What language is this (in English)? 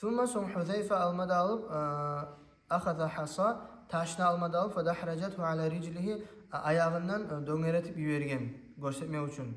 Kumyk